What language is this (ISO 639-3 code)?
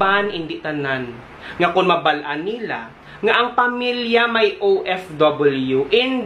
hil